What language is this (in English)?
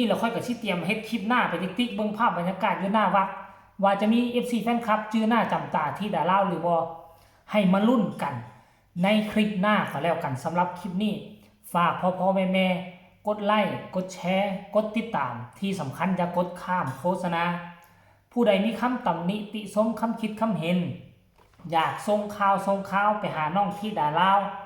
Northeastern Thai